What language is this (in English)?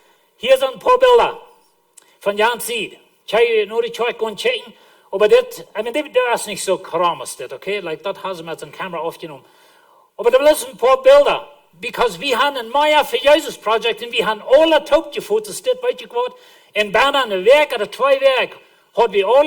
Plautdietsch